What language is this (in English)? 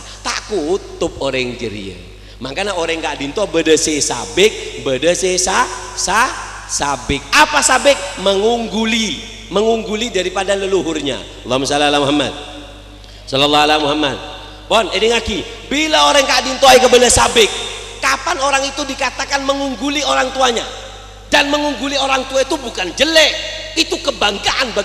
Madurese